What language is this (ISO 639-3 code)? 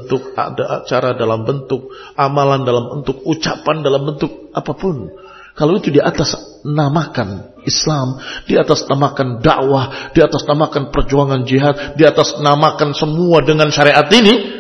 ind